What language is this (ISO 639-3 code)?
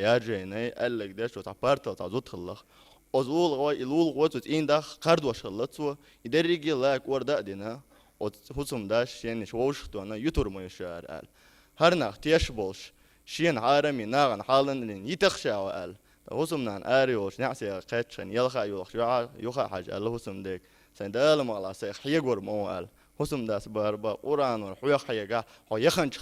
che